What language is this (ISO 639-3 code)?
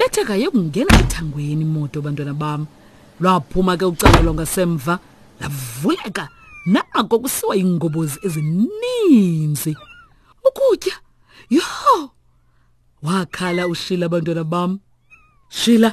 xho